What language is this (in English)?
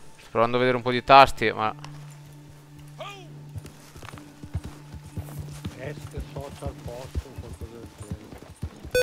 Italian